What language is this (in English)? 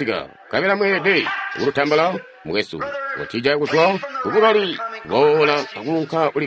Tonga (Zambia)